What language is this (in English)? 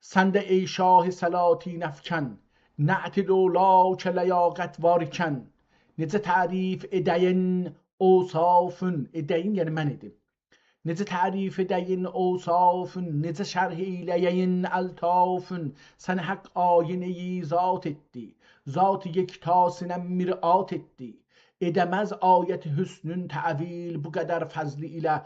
South Azerbaijani